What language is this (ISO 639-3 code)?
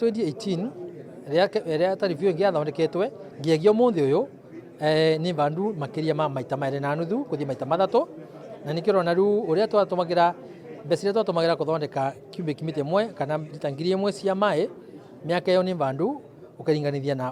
kik